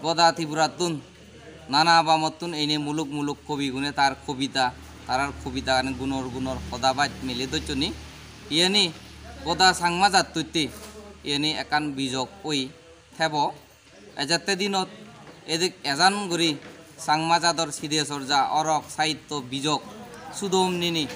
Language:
Chakma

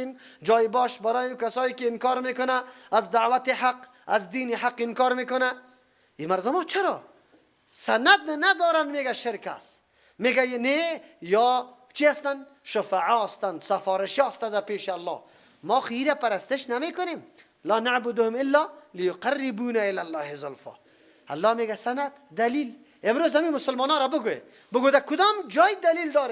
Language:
Persian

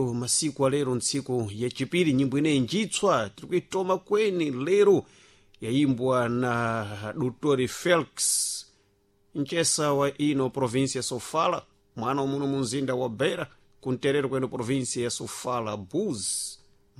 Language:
Sena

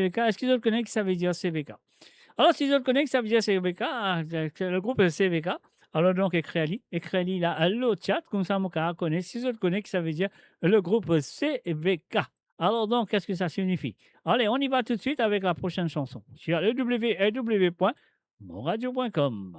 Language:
Morisyen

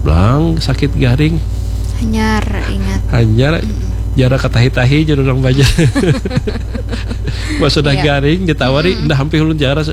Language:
Banjar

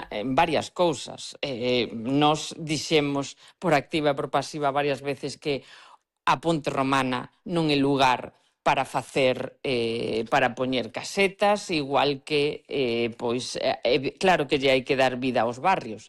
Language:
Galician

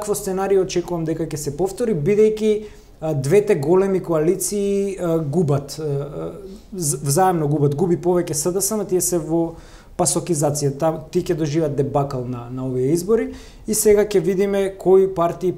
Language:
Macedonian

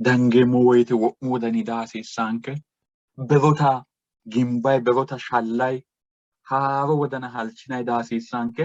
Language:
Sidamo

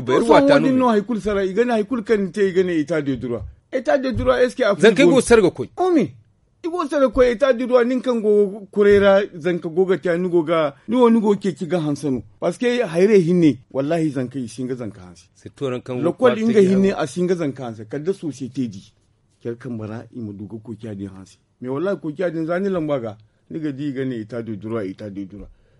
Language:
Zarma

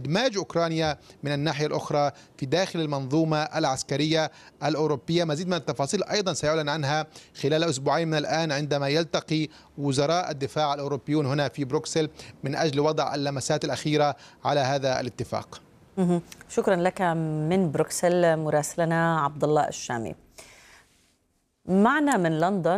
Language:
Arabic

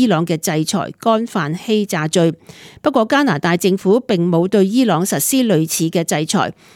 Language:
Cantonese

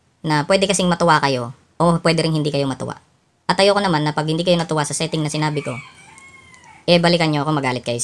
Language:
Filipino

